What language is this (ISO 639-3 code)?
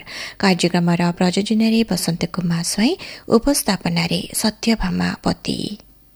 ori